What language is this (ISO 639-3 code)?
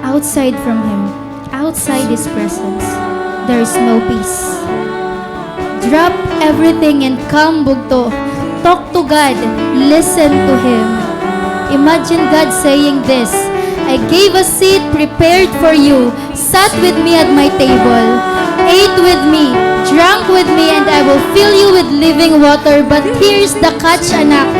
war